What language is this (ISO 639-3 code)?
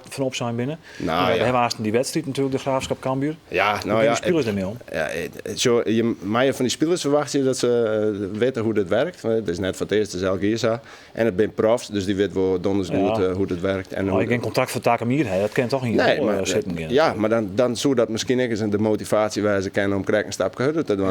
fry